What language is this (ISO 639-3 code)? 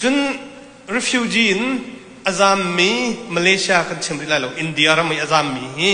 cnh